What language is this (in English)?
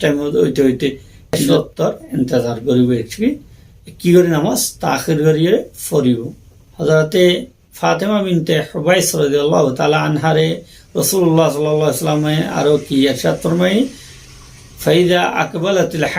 Rohingya